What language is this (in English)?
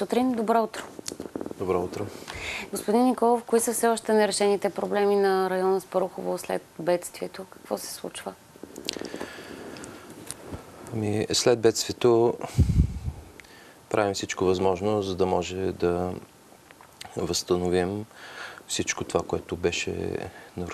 Bulgarian